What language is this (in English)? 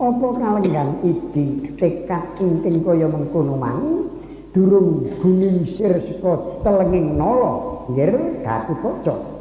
Javanese